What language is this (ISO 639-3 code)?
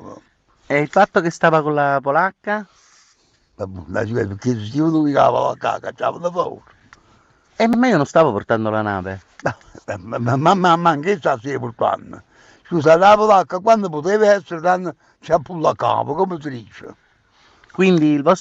nap